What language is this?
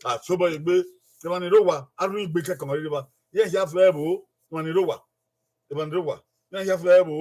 Bini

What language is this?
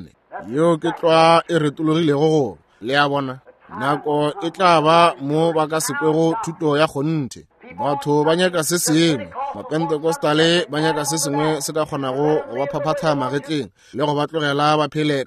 Northern Sotho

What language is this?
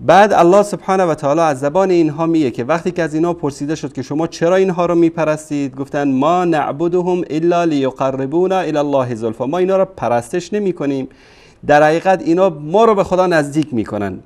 Persian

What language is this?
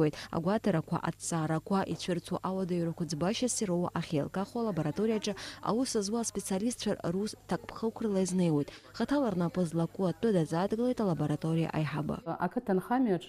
Abkhazian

